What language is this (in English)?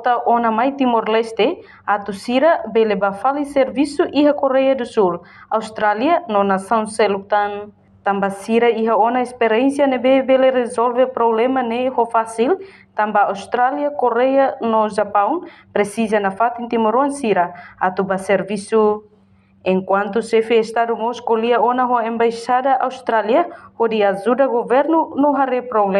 Tetum